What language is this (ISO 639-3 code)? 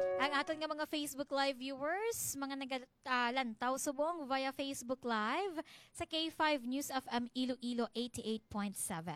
hil